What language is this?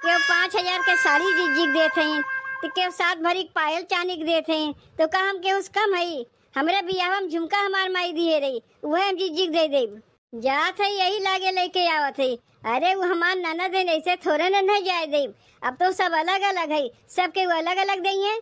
Awadhi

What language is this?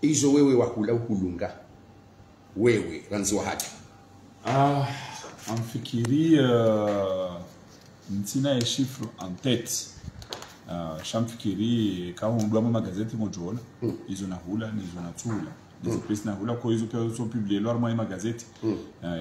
Swahili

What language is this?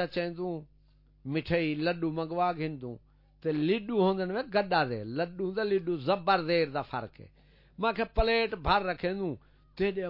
Saraiki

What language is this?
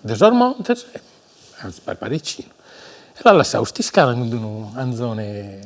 Sardinian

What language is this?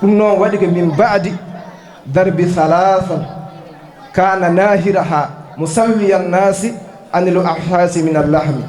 Fula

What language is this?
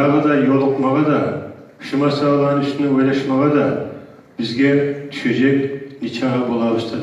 Kumyk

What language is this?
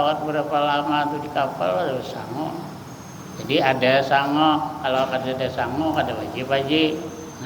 Banjar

